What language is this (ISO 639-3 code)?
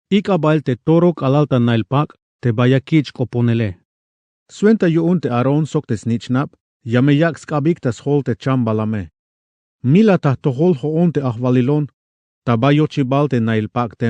tzh